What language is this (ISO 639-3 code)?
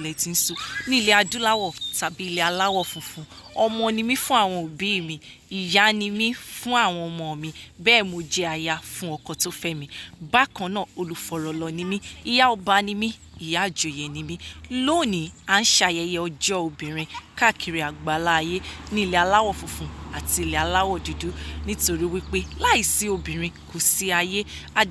yor